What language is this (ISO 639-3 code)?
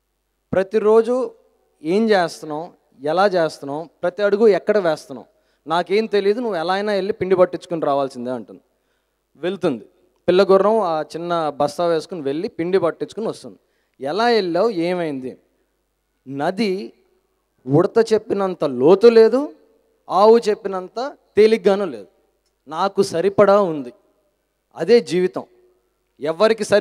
tel